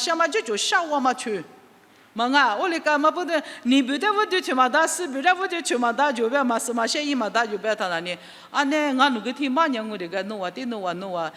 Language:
Lisu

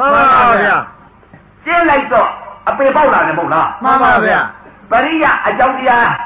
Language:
Burmese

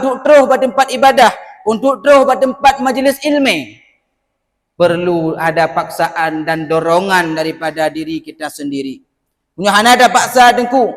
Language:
Achinese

